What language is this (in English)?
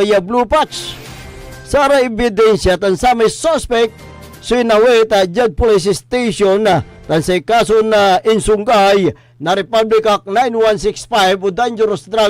Pangasinan